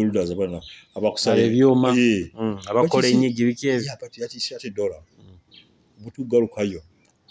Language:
Nyoro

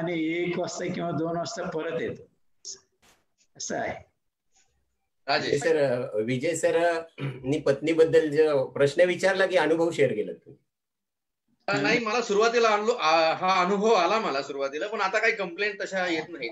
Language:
Marathi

